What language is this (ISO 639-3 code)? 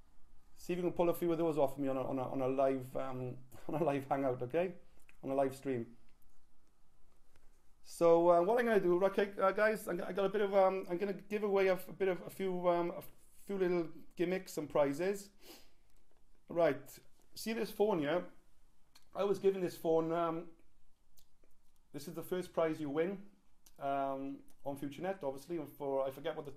eng